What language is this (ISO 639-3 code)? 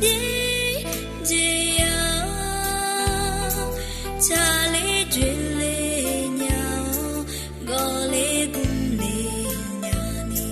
ahk